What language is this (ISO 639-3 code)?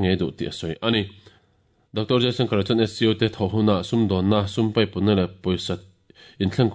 lus